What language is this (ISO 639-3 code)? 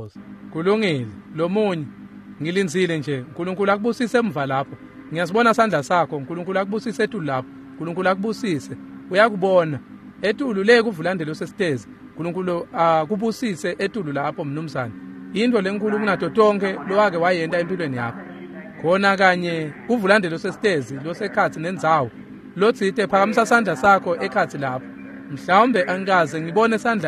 ssw